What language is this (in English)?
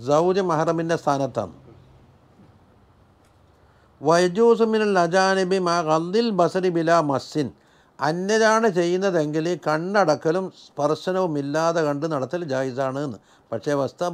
Malayalam